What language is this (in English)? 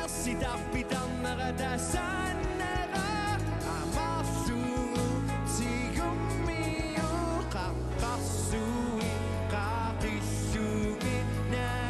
Kalaallisut